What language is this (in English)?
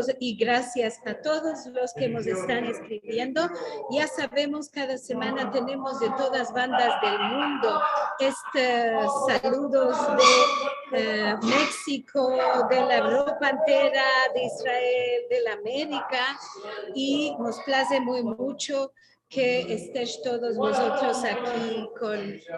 Ladino